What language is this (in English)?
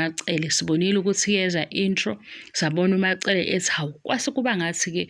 Zulu